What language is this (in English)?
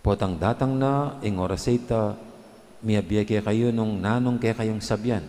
Pampanga